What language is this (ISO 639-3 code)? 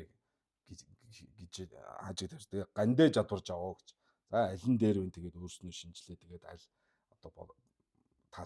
mon